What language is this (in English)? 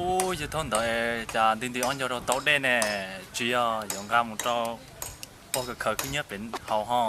Hmong